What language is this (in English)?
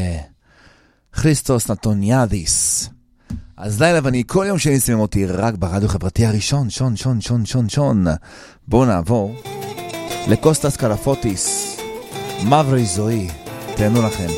Hebrew